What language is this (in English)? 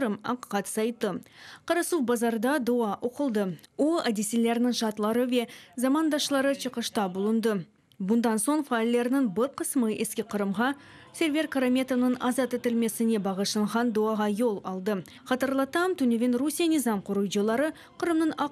Crimean Tatar